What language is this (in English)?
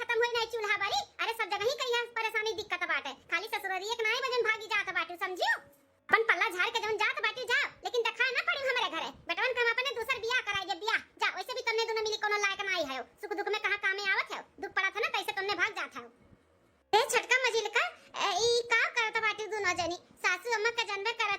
Awadhi